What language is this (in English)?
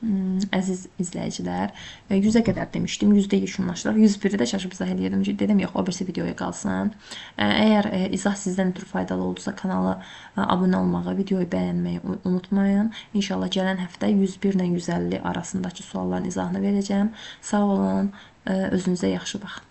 Azerbaijani